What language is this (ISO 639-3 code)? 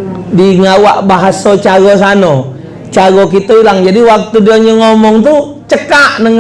mui